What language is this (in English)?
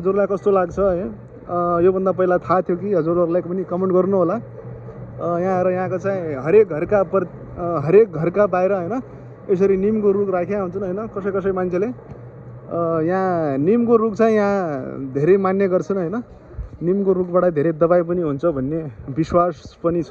Nepali